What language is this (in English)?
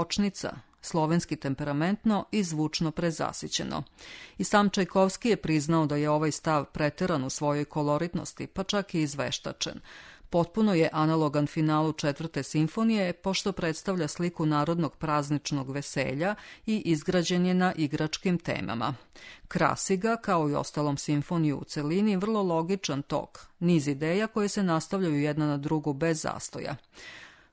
Serbian